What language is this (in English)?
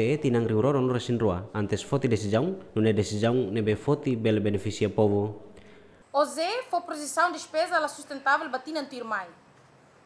Tetum